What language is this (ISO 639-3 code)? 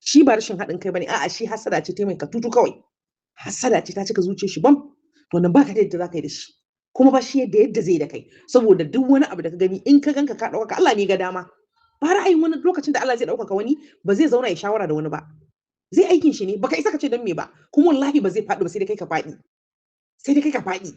hau